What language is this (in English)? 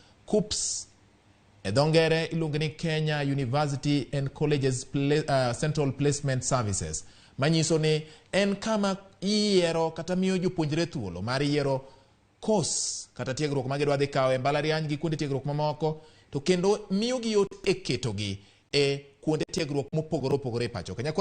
Luo (Kenya and Tanzania)